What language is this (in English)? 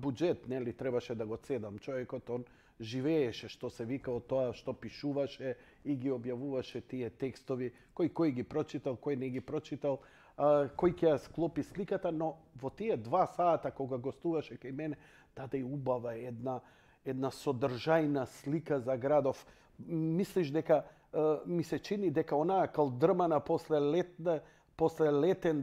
Macedonian